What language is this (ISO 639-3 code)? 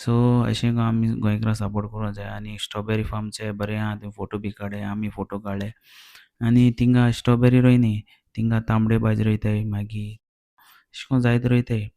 kok